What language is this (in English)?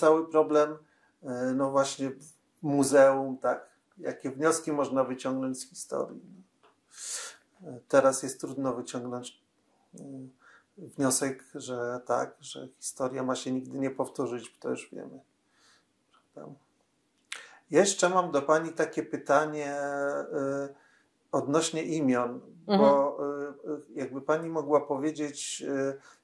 Polish